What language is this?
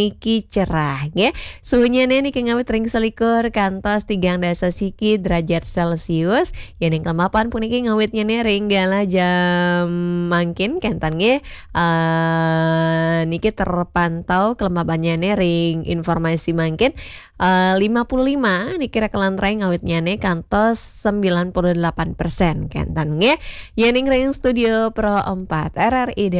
Balinese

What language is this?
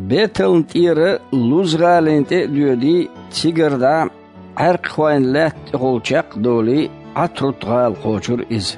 Chechen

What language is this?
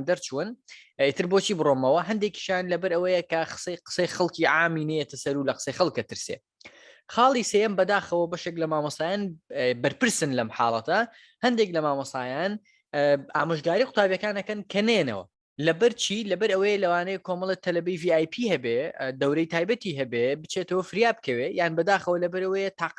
Central Kurdish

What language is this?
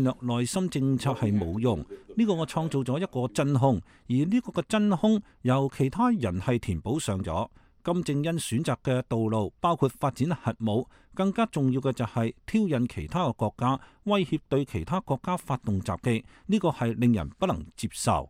Cantonese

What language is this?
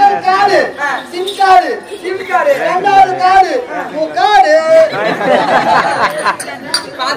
Tamil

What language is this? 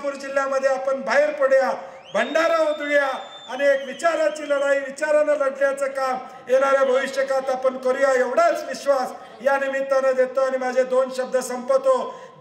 Marathi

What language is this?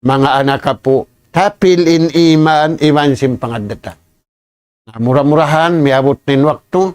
Tausug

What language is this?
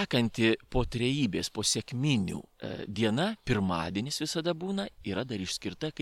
Lithuanian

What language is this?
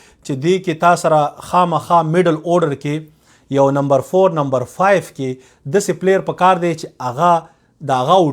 Pashto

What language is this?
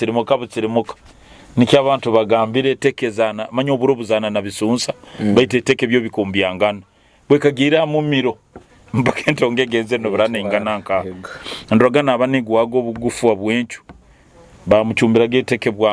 Nyoro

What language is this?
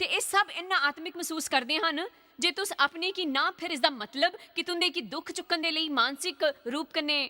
Dogri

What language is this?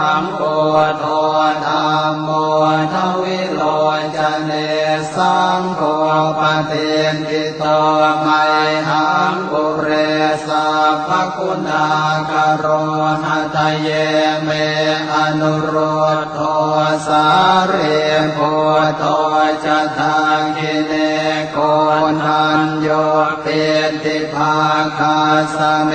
Pali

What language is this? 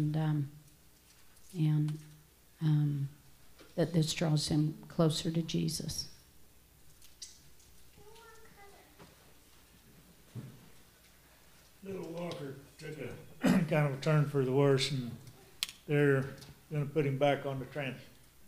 English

